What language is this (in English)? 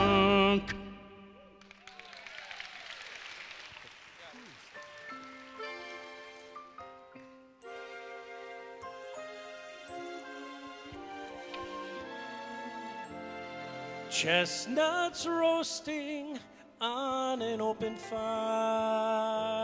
English